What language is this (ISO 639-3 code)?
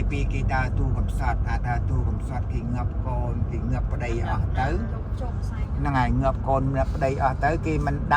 khm